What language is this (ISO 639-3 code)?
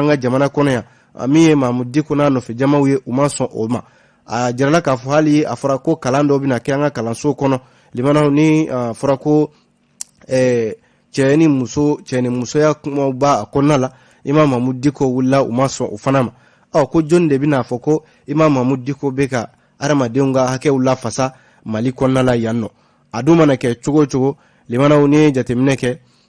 bam